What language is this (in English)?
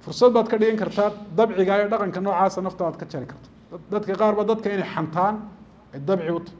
Somali